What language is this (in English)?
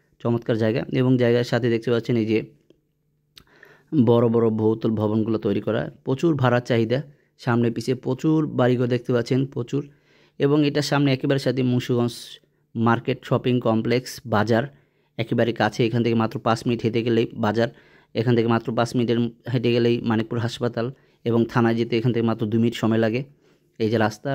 Bangla